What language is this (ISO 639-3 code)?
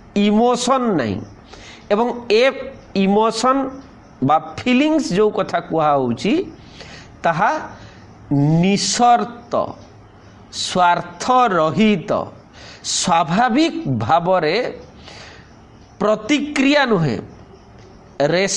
ori